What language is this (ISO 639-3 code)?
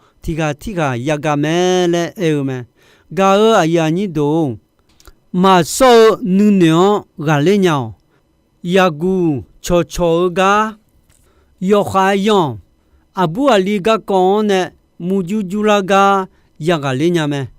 ahk